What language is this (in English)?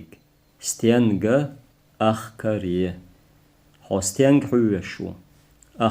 Chechen